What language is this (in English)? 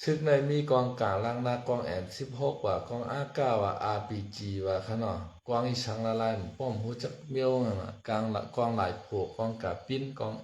Shan